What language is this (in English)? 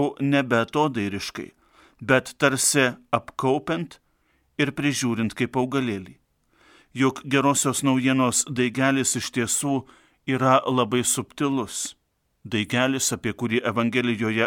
Lithuanian